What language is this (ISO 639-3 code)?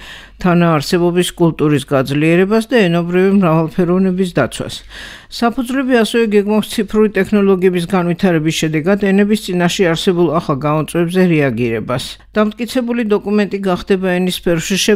kat